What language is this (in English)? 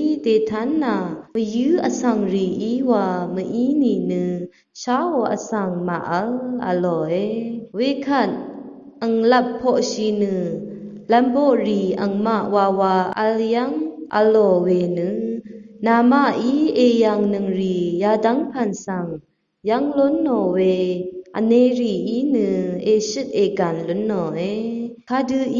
Rawang